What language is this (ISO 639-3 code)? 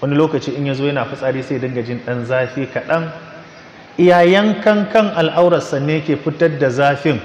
hau